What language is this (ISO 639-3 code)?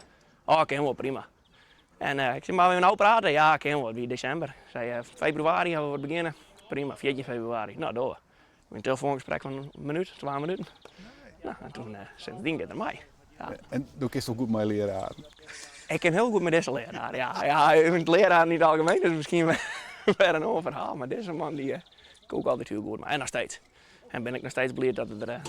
fry